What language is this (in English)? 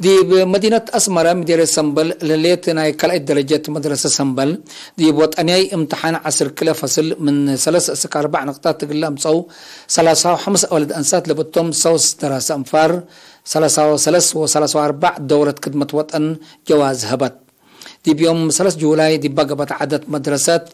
Tigre